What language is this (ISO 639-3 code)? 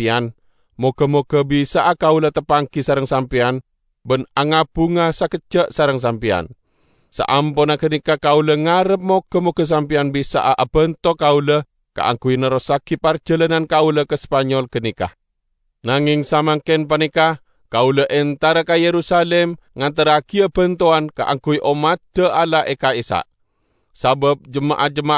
mad